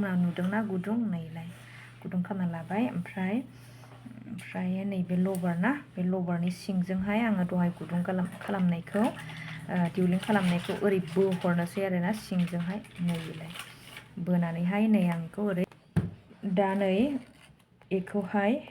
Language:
Bodo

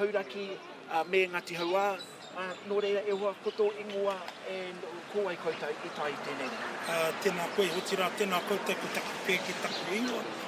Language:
Māori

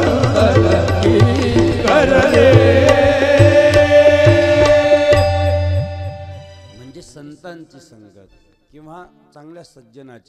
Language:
Marathi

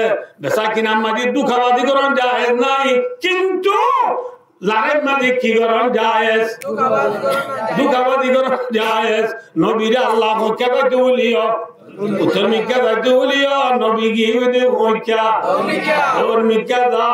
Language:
Rohingya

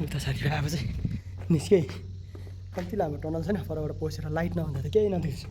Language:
Nepali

